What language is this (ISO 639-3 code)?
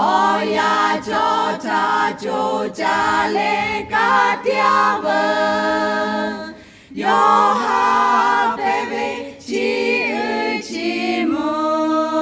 lhu